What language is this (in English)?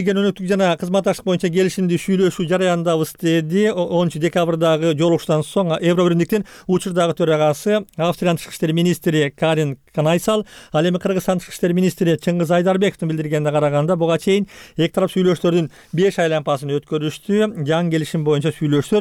Kyrgyz